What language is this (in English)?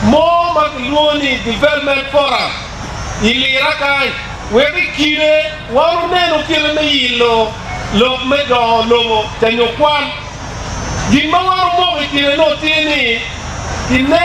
Acoli